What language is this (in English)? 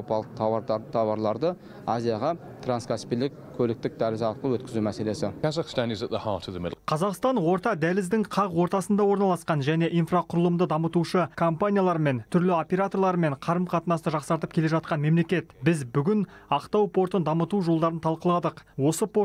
Kazakh